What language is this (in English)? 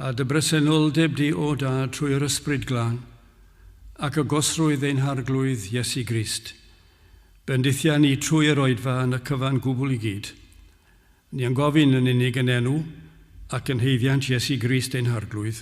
Welsh